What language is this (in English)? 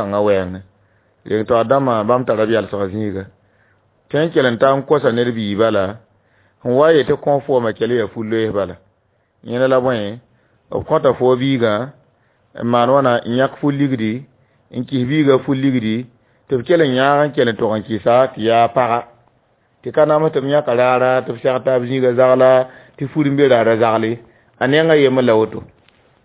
Mossi